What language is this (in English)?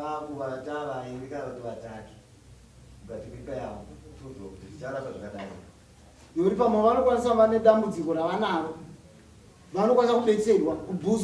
Shona